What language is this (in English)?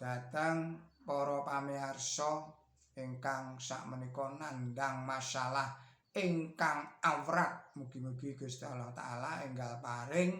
Javanese